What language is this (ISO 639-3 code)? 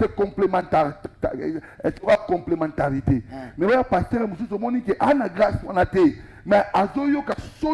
lin